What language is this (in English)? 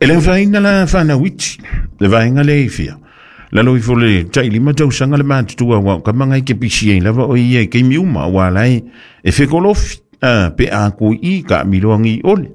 Samoan